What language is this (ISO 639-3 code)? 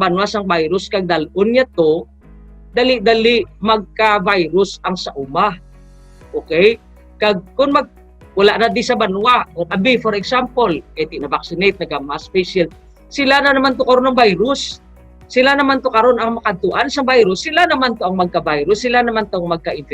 hil